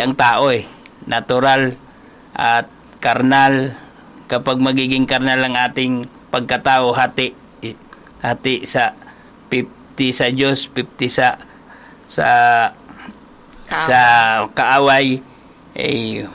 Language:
Filipino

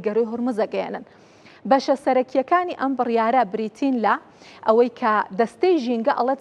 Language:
Central Kurdish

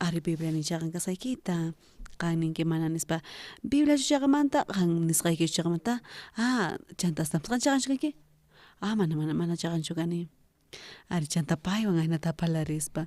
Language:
South Bolivian Quechua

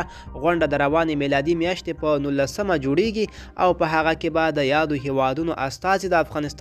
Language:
Pashto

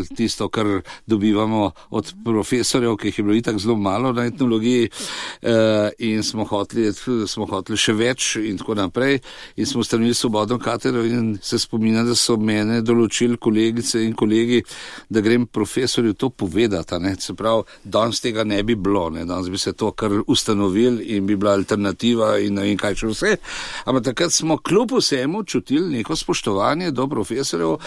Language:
Slovenian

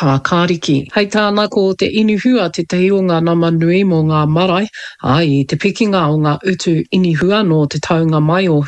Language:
Māori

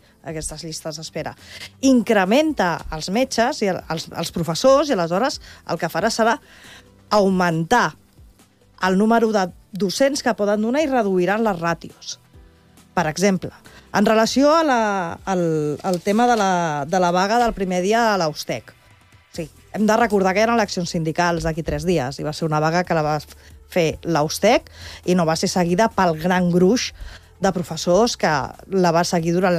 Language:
Catalan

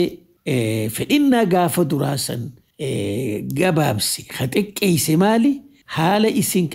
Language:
Oromo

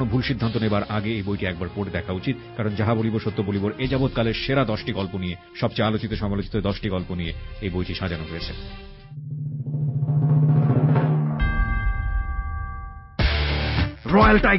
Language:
Bangla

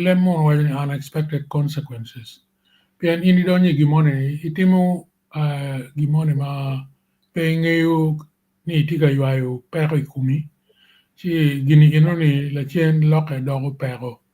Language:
Acoli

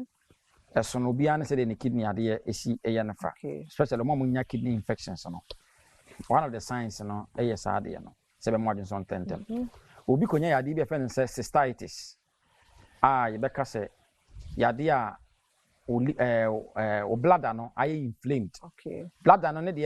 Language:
Akan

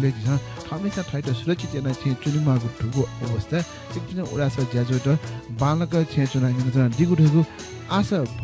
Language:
Newari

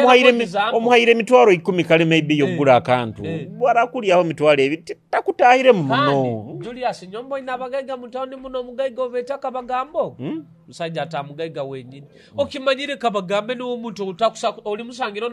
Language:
Nyoro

